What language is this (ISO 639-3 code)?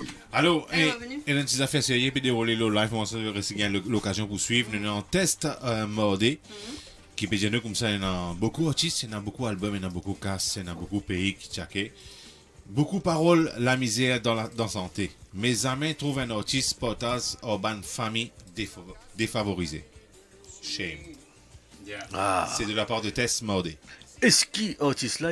mfe